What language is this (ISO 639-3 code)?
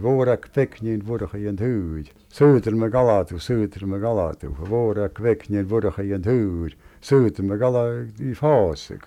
lav